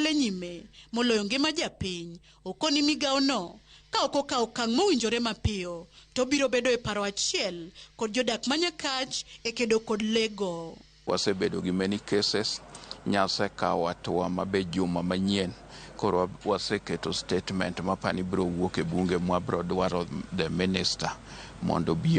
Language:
Luo (Kenya and Tanzania)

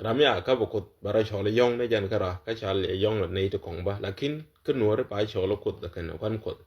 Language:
Nuer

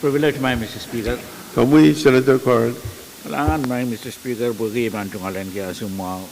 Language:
Pohnpeian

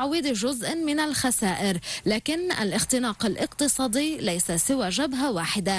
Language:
Arabic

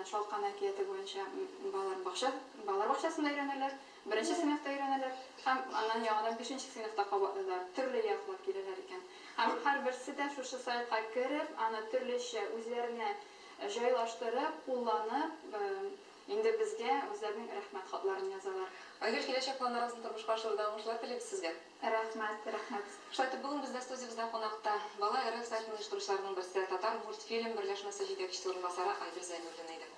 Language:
Tatar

